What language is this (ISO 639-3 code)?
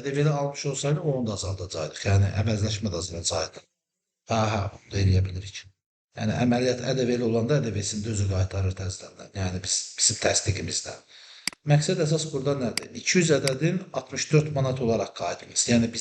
aze